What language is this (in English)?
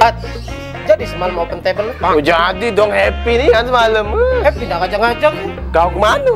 Musi